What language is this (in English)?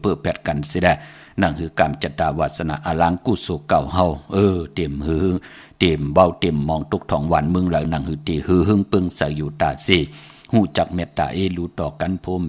Shan